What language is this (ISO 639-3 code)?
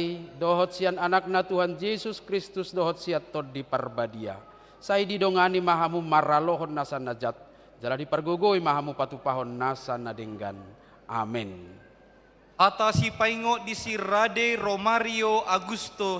bbc